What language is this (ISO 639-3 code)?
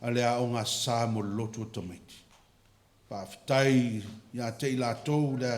smo